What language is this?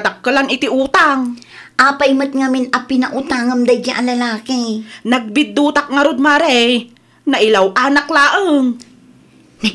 Iloko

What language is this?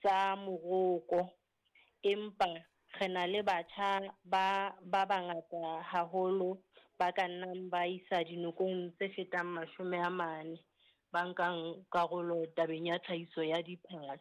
Southern Sotho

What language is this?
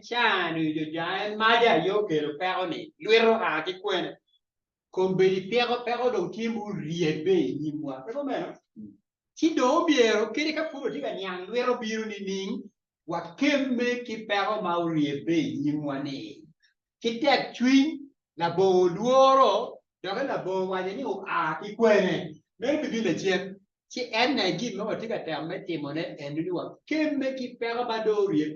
Acoli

